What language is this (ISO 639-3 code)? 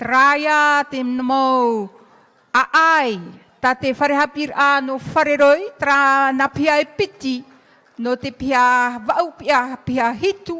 tah